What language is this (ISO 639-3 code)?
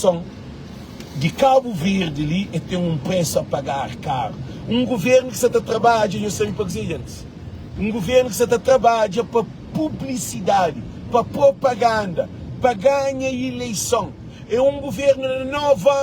kea